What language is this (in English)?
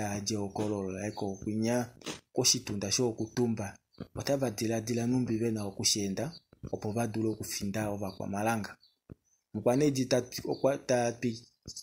Kuanyama